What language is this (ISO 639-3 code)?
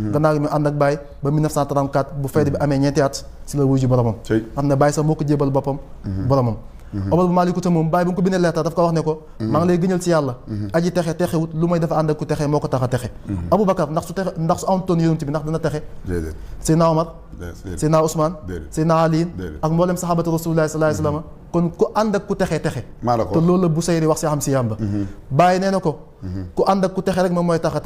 wol